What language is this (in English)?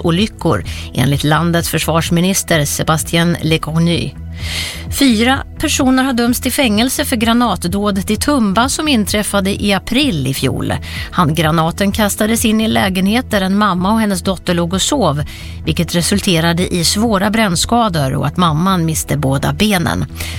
Swedish